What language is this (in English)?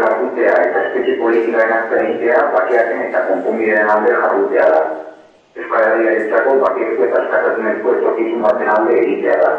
Basque